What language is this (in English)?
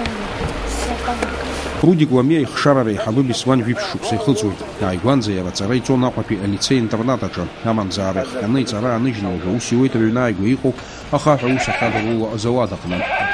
Abkhazian